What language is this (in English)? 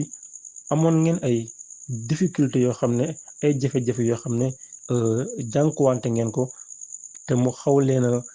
Wolof